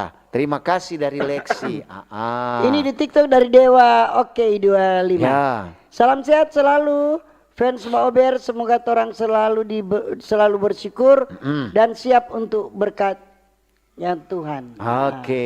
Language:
Manado Malay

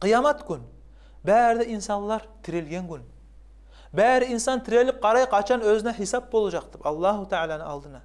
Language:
Kumyk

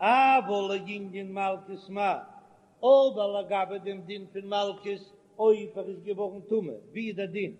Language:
Yiddish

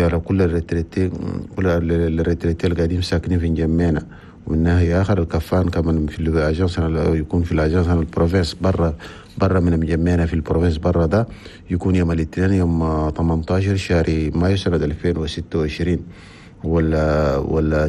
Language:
Chadian Arabic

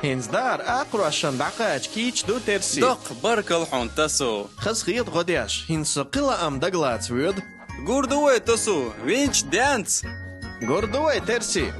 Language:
Chechen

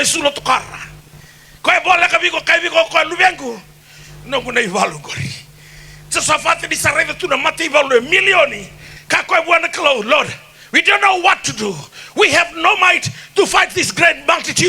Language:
Fijian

